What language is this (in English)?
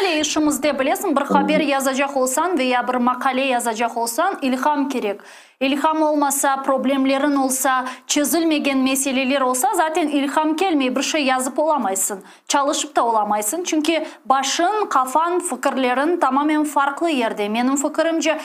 Crimean Tatar